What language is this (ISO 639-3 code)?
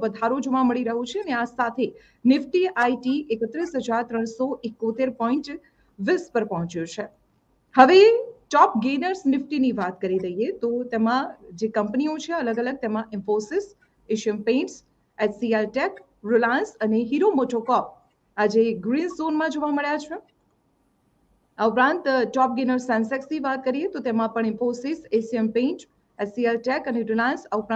guj